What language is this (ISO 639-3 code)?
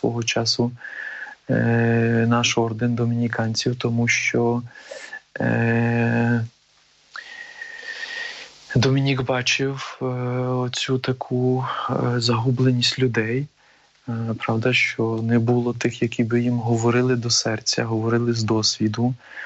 ukr